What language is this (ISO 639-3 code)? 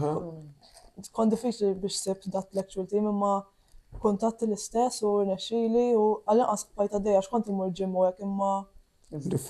mlt